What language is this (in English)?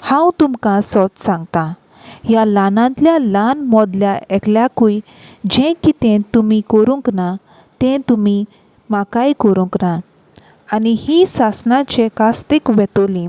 Konkani